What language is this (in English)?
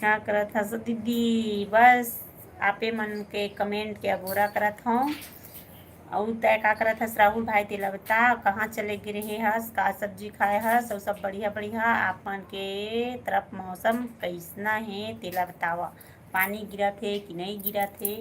Chhattisgarhi